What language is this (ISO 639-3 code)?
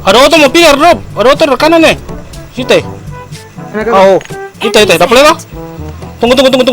abs